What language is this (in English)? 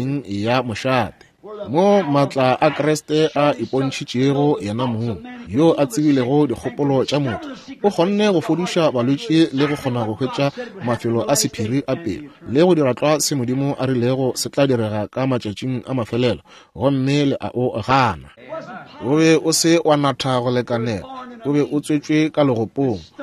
Northern Sotho